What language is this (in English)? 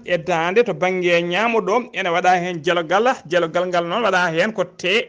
Fula